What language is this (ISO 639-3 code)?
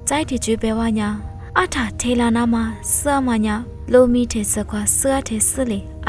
lis